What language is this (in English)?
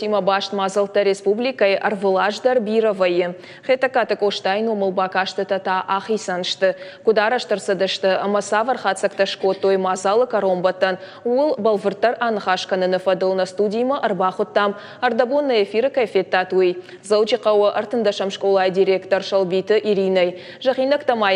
Ossetic